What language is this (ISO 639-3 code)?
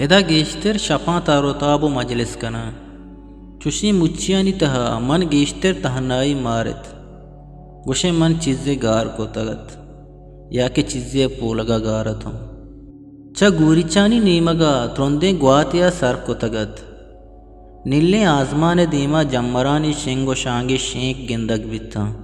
bgp